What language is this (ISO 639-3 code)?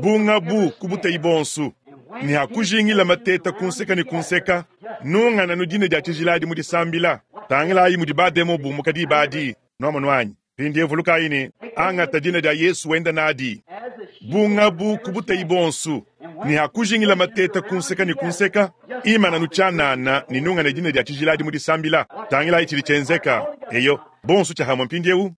lua